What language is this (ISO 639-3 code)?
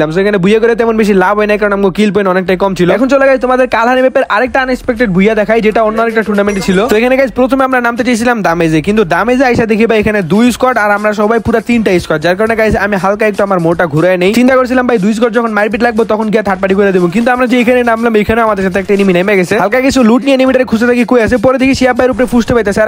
ben